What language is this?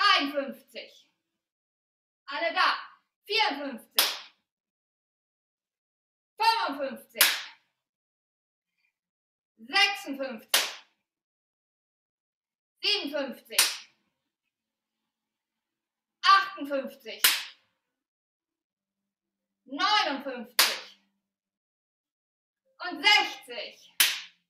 German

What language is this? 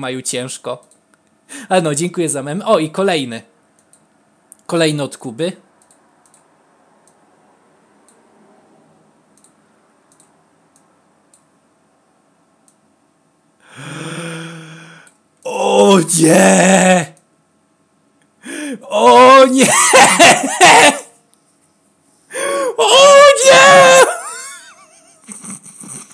Polish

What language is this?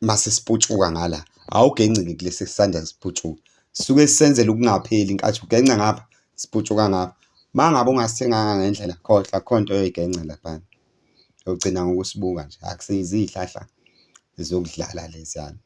Zulu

